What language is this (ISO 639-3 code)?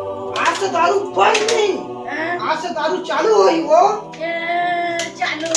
hne